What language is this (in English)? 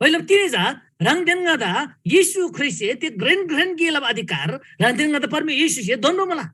Eastern Tamang